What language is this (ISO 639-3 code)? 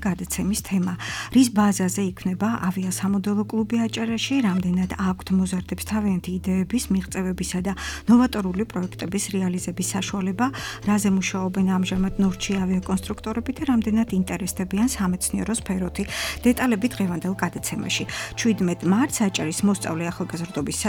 kat